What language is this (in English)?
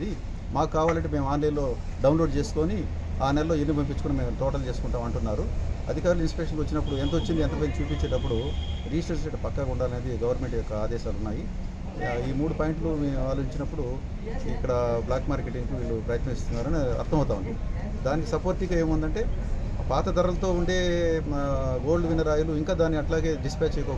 Telugu